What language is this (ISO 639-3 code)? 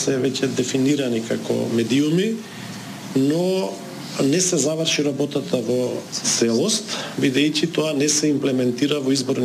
mkd